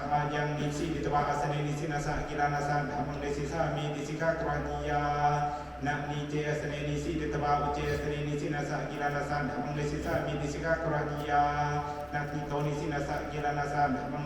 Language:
Pali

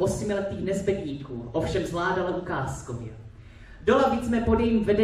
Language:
Czech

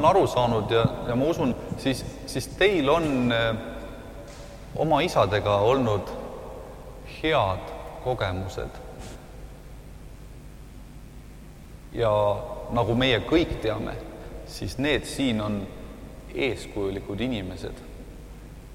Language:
Estonian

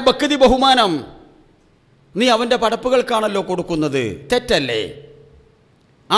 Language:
Malayalam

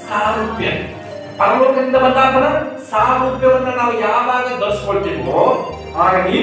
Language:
Kannada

